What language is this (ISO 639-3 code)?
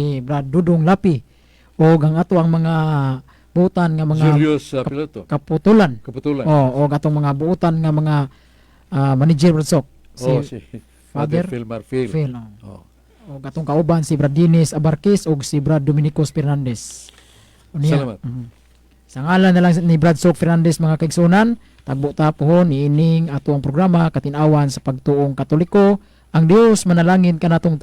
ceb